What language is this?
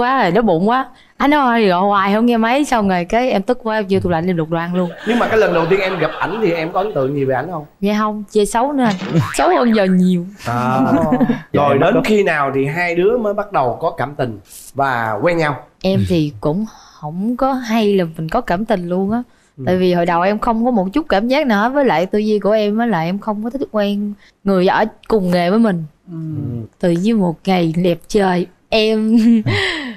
Vietnamese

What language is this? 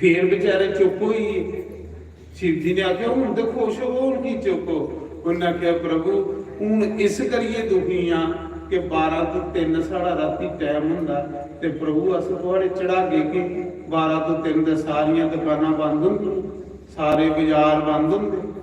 Dogri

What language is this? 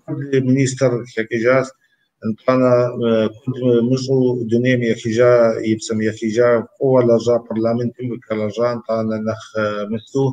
Kabardian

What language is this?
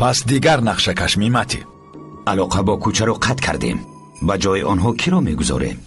Persian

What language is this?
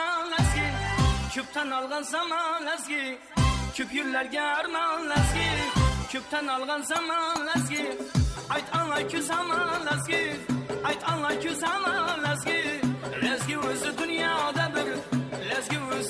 Kara-Kalpak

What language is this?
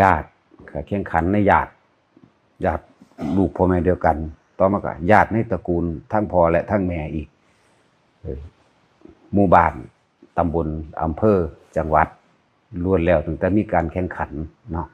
Northeastern Thai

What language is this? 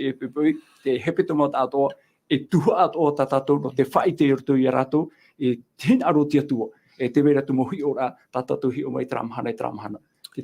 Tahitian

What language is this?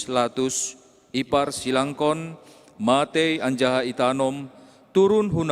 Batak Simalungun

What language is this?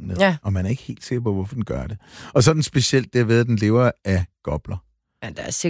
Danish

